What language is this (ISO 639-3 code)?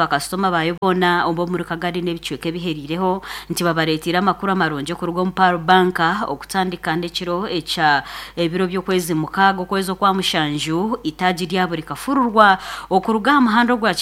nyn